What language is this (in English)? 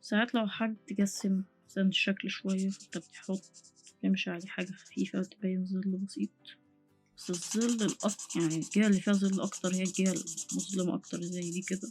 Egyptian Arabic